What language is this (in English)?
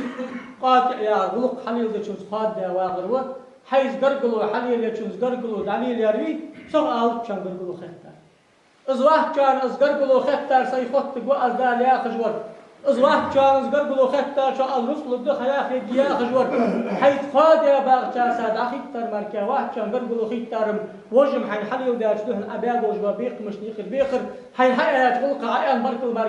Ingush